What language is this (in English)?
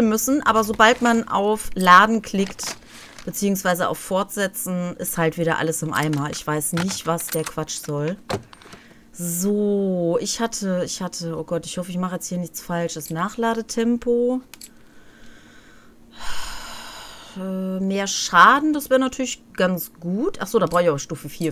German